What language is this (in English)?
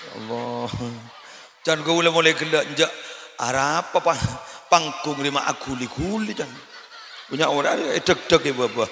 Madurese